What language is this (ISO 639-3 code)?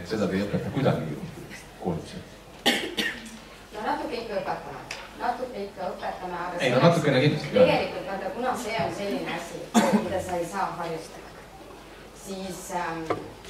est